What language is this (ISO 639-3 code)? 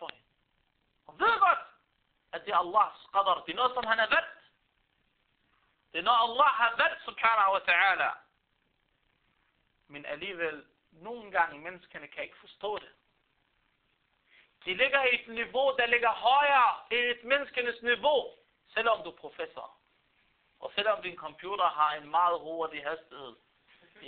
dan